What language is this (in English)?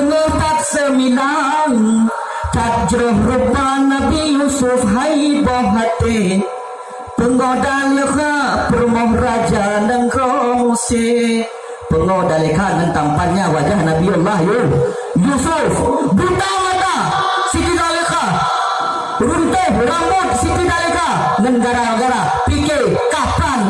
Achinese